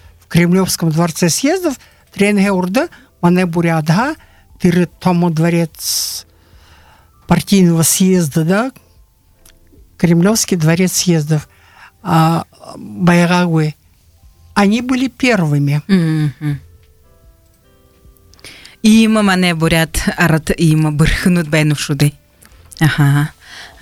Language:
Buriat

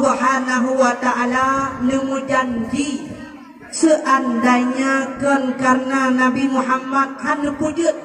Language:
Achinese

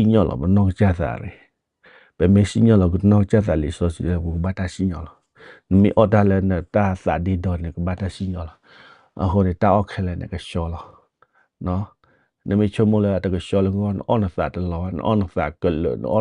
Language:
S'gaw Karen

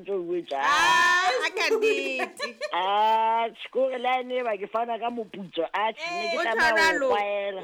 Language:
Southern Sotho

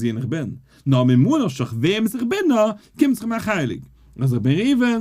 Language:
Yiddish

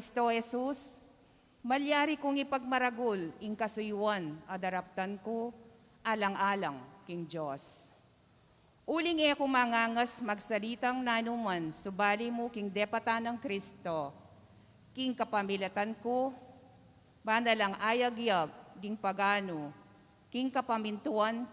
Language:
Pampanga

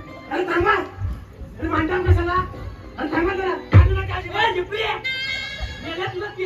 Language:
Marathi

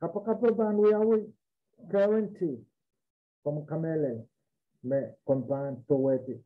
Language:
Pohnpeian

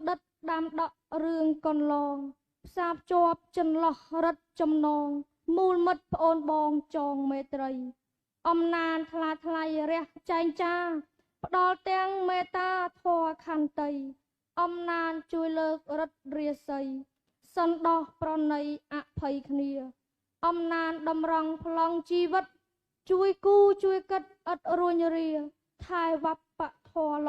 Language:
Khmer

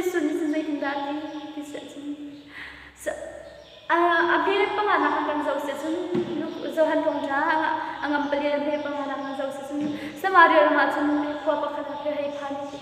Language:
Hakha Chin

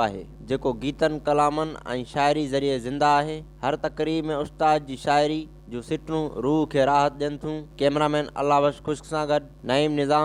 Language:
Sindhi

